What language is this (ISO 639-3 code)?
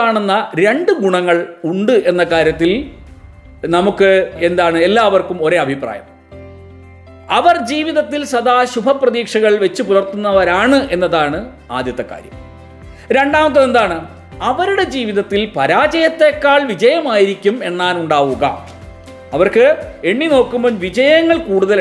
mal